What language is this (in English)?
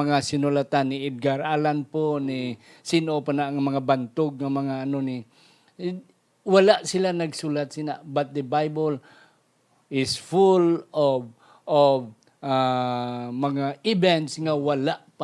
Hiligaynon